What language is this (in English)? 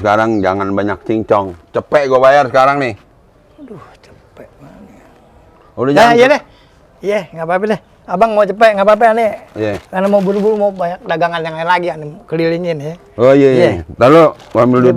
Betawi